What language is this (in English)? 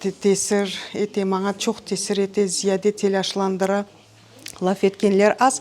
Crimean Tatar